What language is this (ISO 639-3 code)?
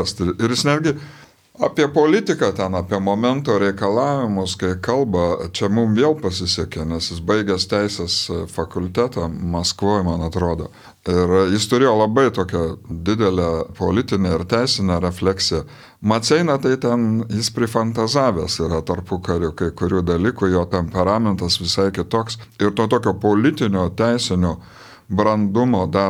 lit